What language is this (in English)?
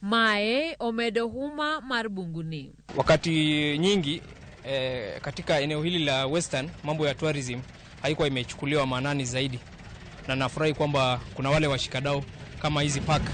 Luo (Kenya and Tanzania)